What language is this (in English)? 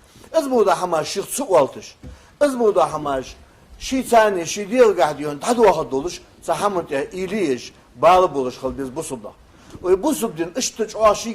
Ingush